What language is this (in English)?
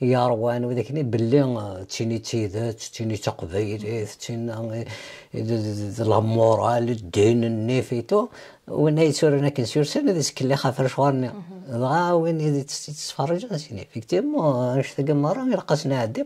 Kabyle